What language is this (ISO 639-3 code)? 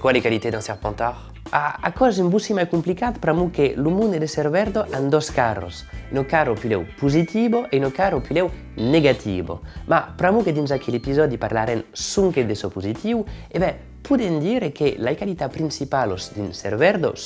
oci